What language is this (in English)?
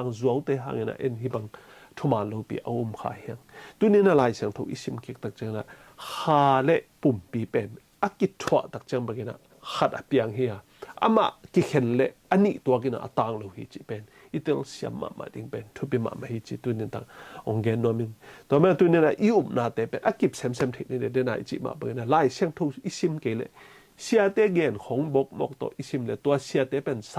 Tedim Chin